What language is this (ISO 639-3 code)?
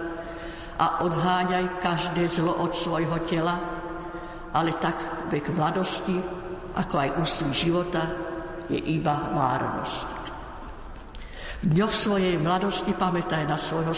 slk